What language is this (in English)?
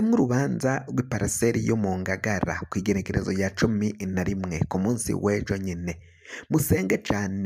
Rundi